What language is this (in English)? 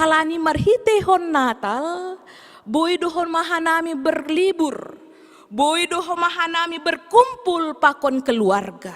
Batak Simalungun